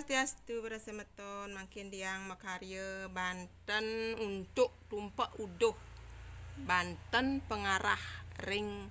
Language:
Balinese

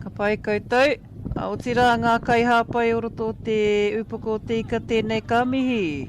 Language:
Māori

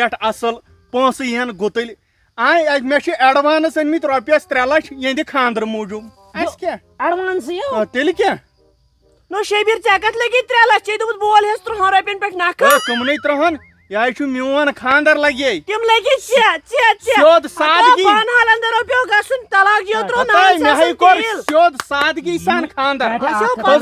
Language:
Kashmiri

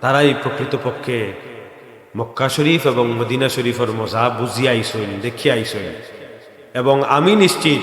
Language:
Sylheti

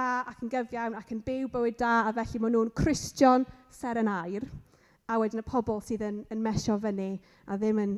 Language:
Welsh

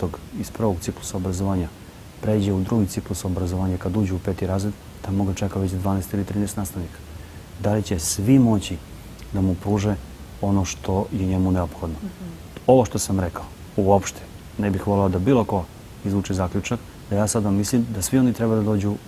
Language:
Serbian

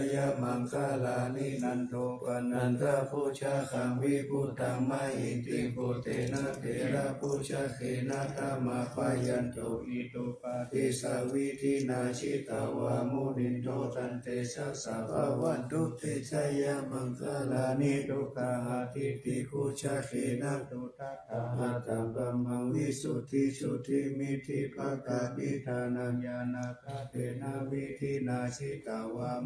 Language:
Pali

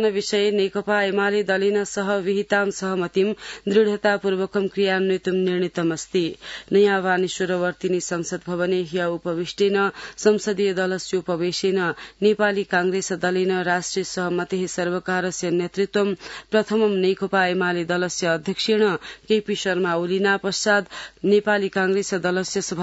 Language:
Sanskrit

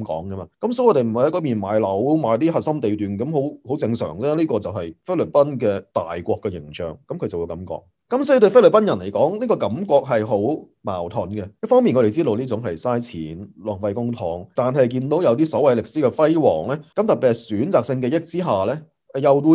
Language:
Cantonese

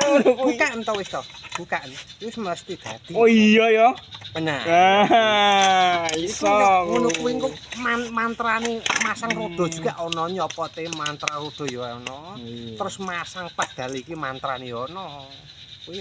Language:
Javanese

